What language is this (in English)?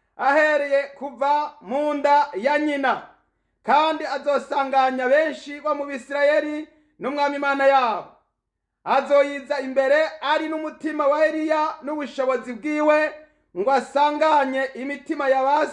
Rundi